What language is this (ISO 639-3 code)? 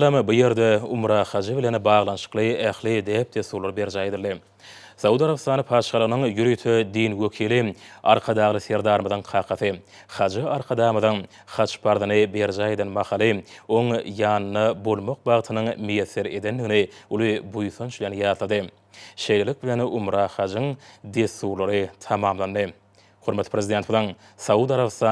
tuk